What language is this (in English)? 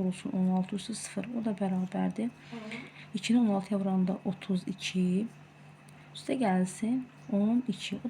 Azerbaijani